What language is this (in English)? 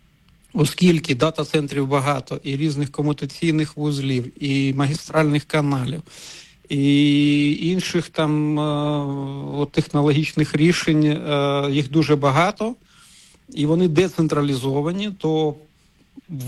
Ukrainian